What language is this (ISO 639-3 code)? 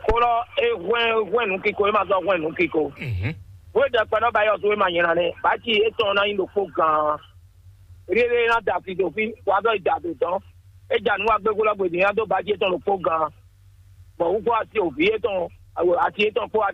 fon